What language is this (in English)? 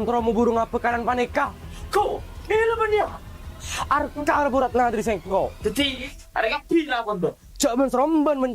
Madurese